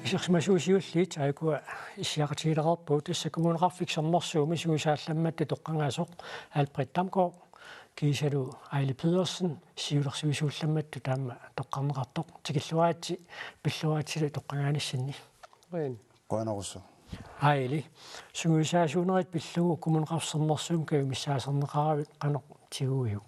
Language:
Kalaallisut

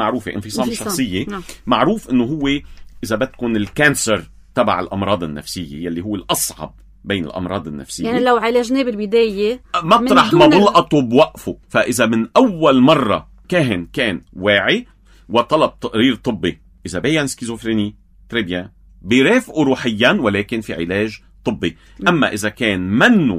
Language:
North Levantine Arabic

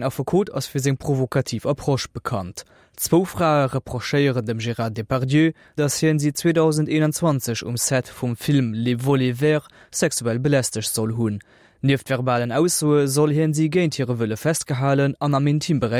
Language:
Luxembourgish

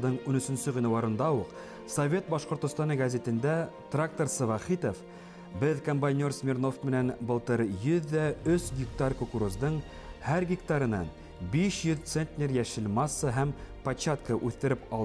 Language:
Bashkir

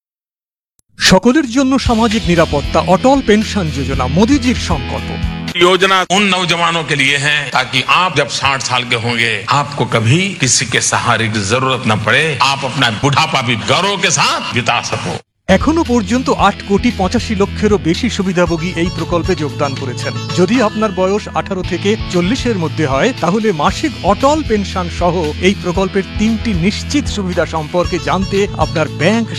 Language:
Bangla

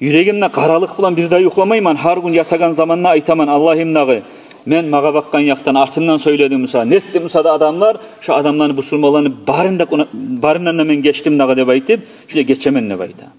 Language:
Kumyk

